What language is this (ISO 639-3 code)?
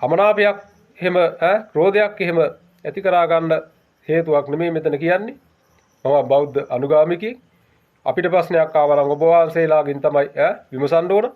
sin